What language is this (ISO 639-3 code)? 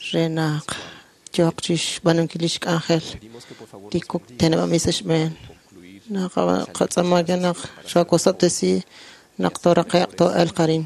kek